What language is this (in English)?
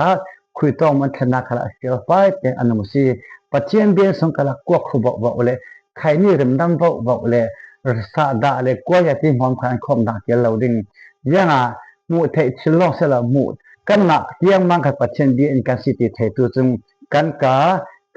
Falam Chin